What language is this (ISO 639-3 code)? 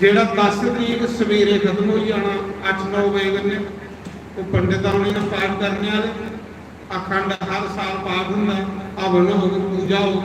doi